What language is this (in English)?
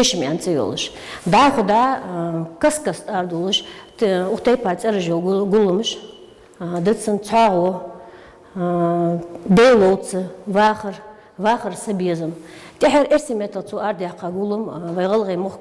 Ingush